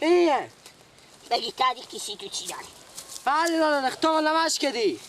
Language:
Persian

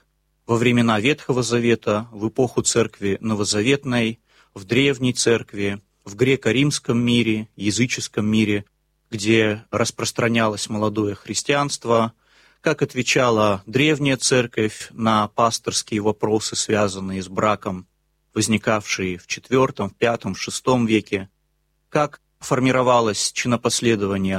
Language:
Russian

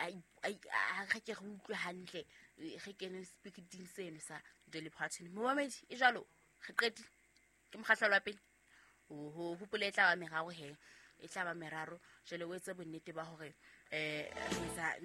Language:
Southern Sotho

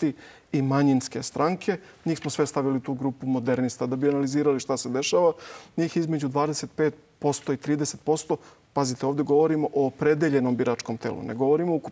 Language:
Serbian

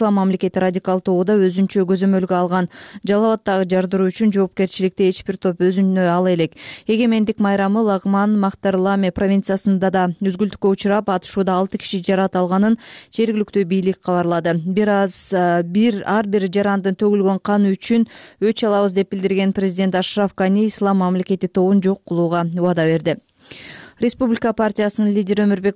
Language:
Kyrgyz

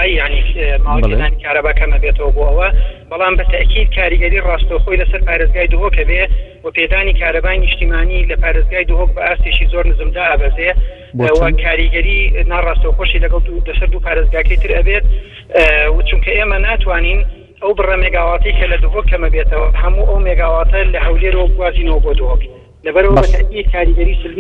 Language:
Central Kurdish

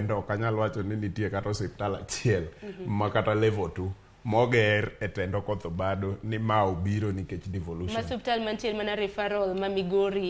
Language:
Luo (Kenya and Tanzania)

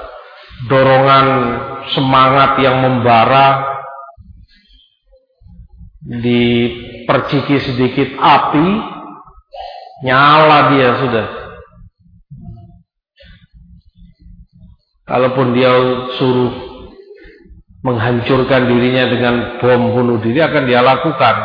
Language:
Indonesian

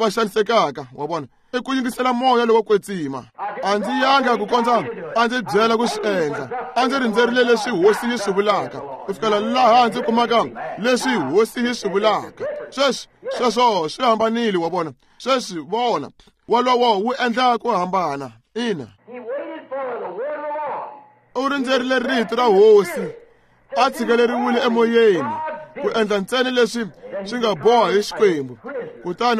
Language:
Tsonga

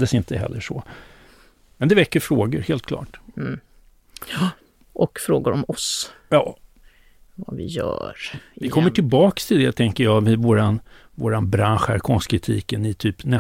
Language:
Swedish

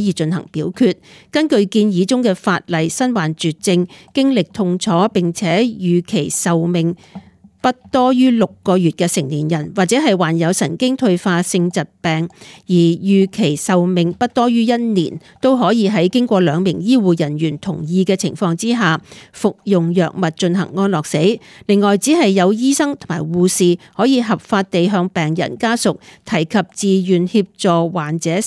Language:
Cantonese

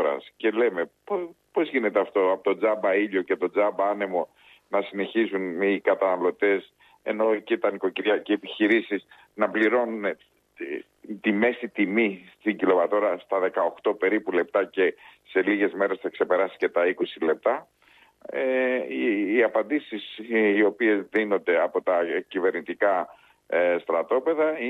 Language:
Greek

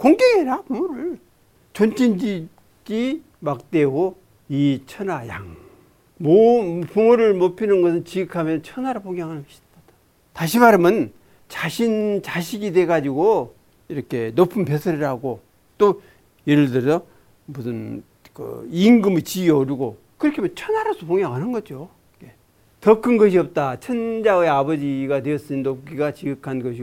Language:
Korean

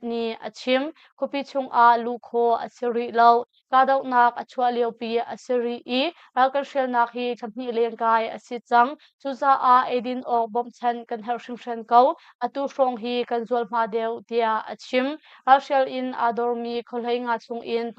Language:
Hakha Chin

